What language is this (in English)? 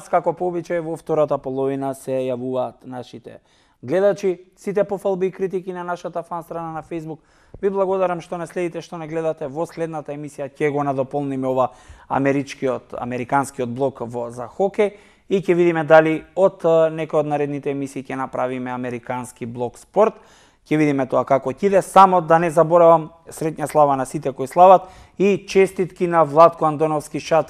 Macedonian